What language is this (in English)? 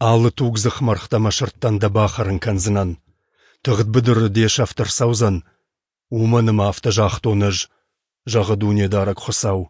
Ossetic